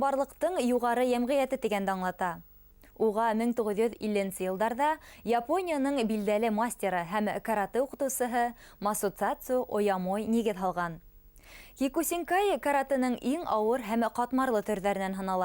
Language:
Bashkir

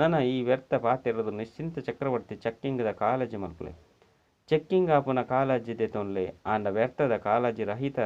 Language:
Tulu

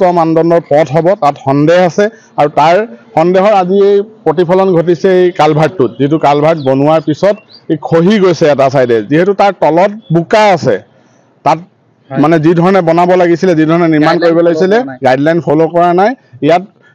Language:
Assamese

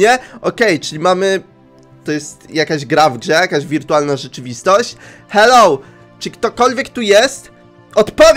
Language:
Polish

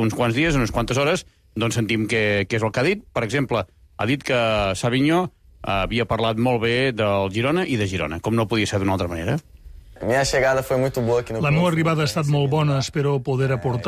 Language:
Catalan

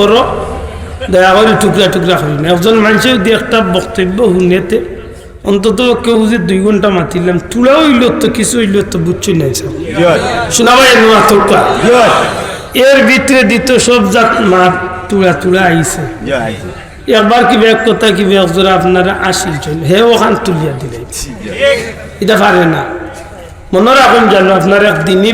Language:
Sylheti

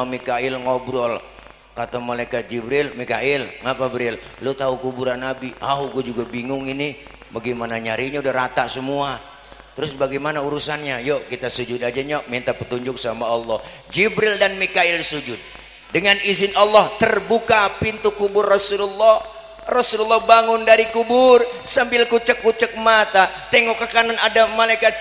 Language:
Betawi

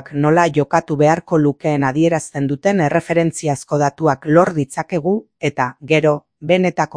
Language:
Basque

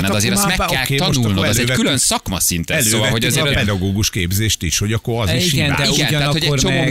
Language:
Hungarian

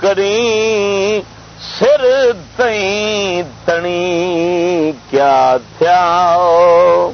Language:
Saraiki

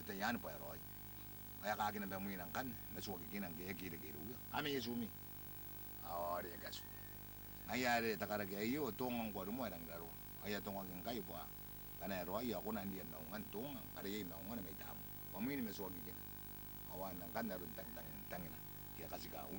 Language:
Gilbertese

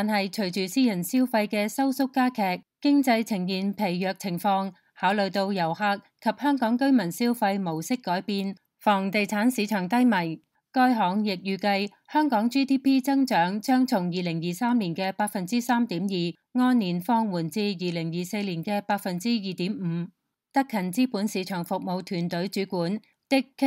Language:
Cantonese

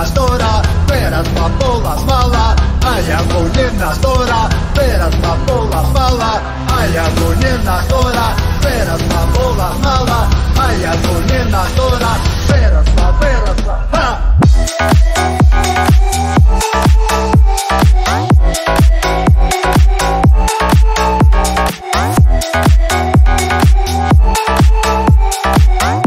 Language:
Ukrainian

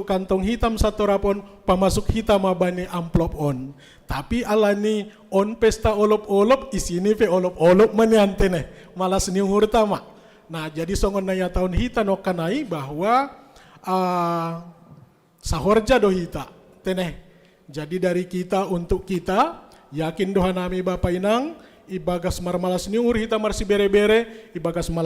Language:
Batak Simalungun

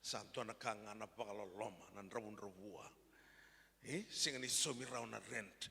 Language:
Fijian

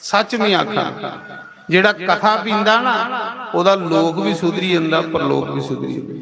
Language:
Dogri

